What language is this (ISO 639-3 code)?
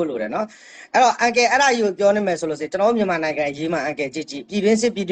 mya